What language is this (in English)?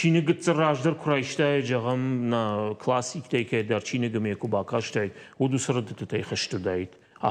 Ossetic